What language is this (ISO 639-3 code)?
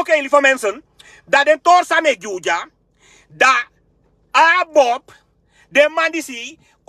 srn